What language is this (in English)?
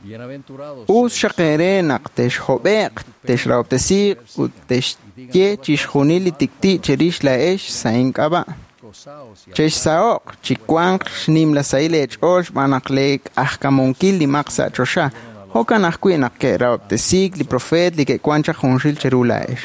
Kekchí